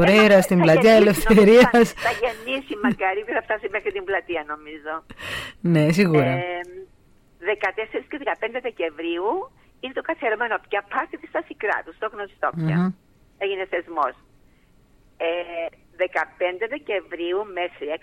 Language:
Greek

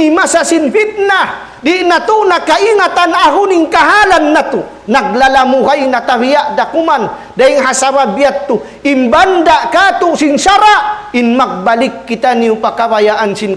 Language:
Tausug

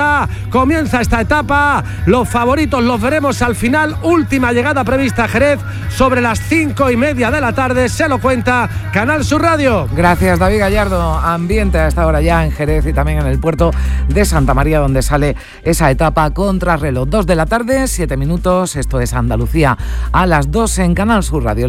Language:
Spanish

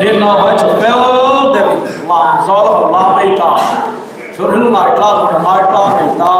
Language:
Hmar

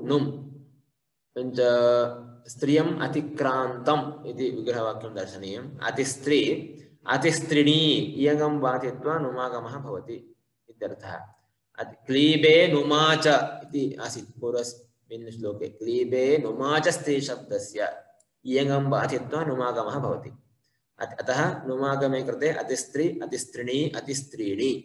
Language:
Sanskrit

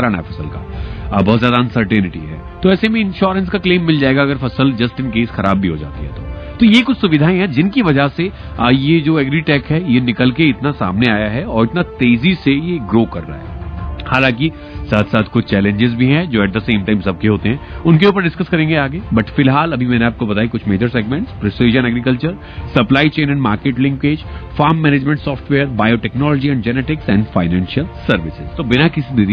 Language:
Hindi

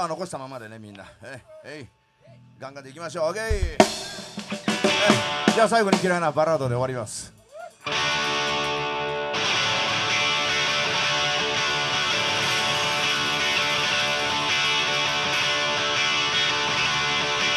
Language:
Japanese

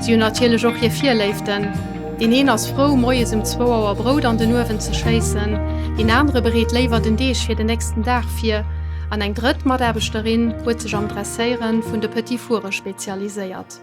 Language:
Luxembourgish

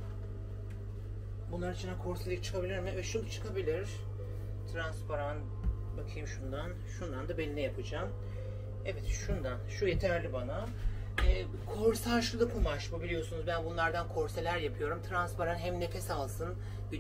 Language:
Turkish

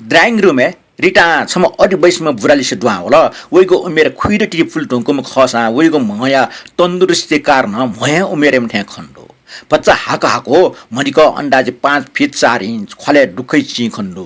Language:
Newari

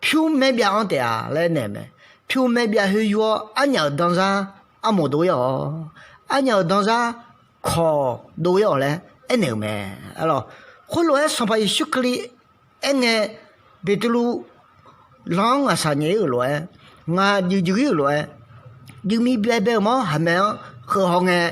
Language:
Akha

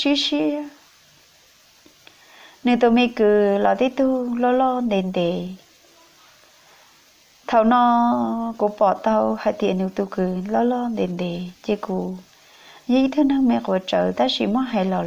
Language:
Vietnamese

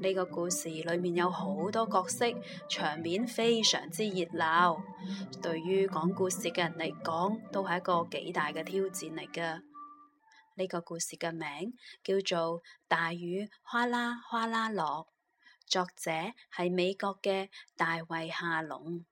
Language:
Cantonese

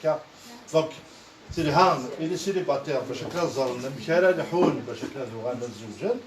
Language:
Kabyle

